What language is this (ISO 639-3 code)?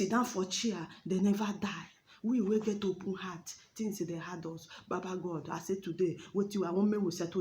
pcm